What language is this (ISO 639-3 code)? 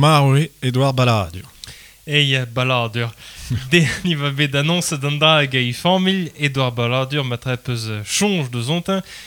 bre